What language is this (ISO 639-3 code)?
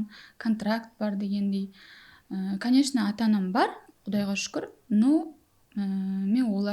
kaa